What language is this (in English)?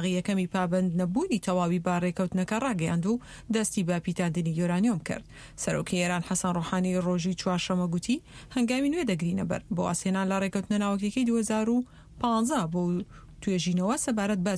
Central Kurdish